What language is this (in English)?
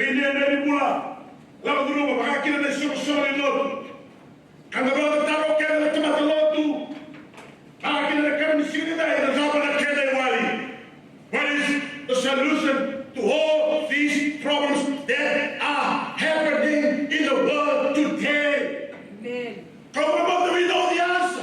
Fijian